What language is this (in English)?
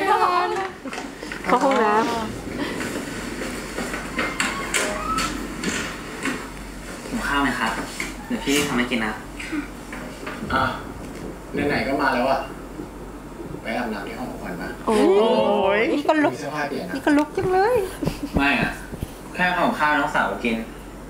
Thai